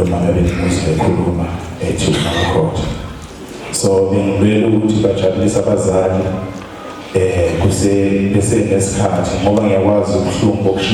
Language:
Zulu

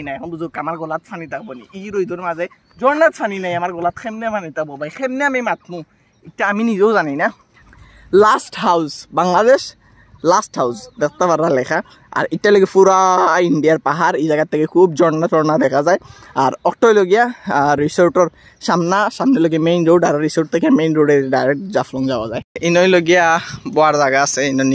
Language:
Sylheti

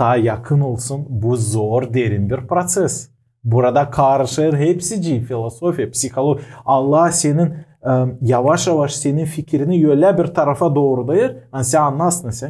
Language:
Gagauz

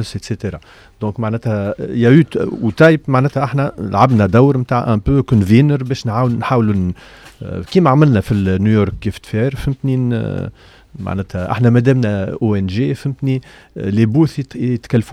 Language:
Tunisian Arabic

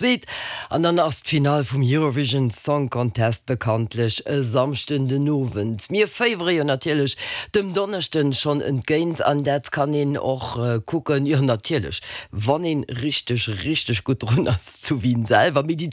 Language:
Luxembourgish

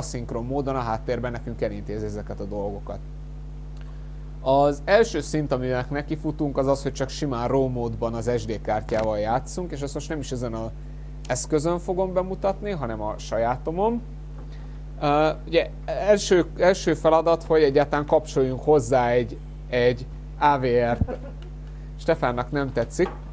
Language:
Hungarian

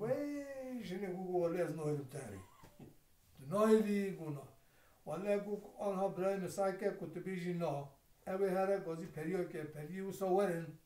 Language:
Kurdish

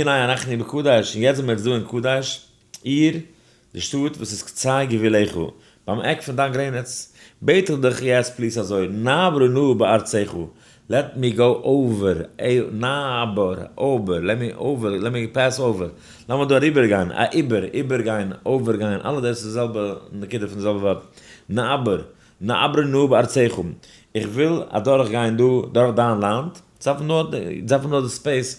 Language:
Yiddish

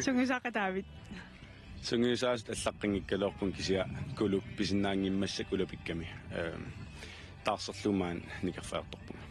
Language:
Kalaallisut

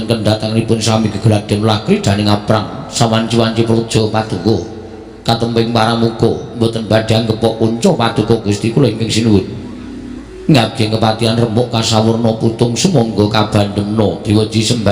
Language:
Javanese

